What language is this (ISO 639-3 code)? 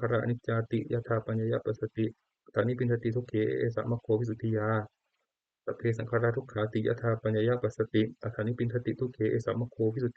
pli